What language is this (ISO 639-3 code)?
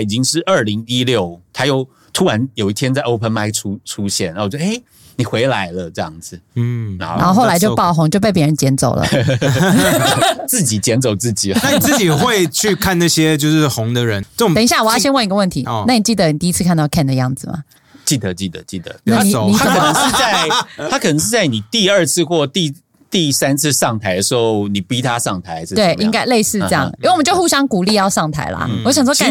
zho